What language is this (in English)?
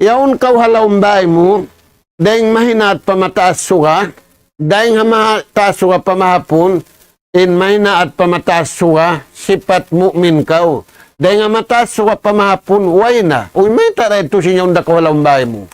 Tausug